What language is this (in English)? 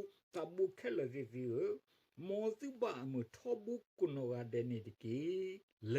S'gaw Karen